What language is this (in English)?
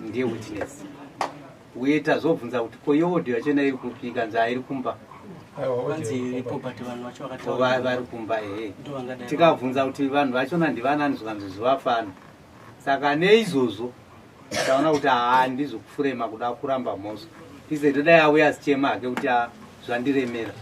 Shona